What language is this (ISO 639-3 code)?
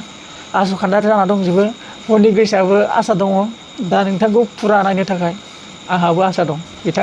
brx